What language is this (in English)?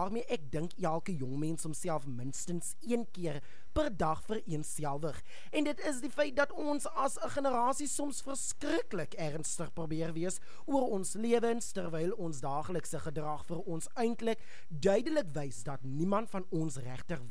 Afrikaans